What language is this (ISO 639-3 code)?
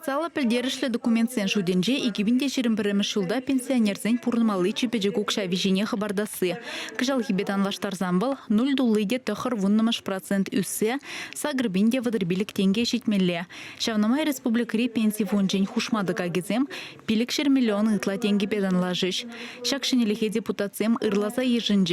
chv